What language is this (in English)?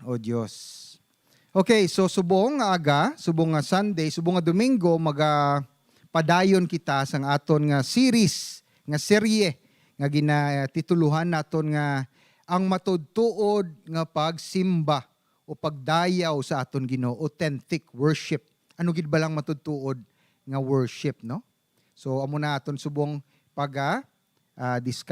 Hiligaynon